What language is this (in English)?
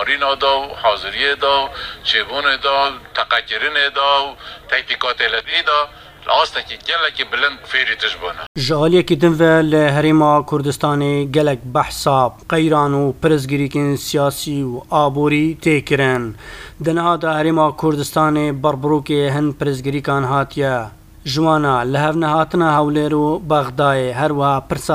Kurdish